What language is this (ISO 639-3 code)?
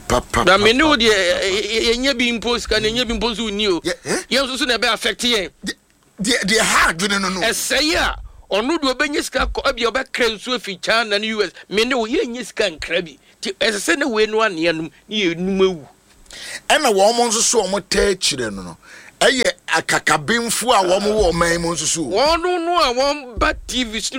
aka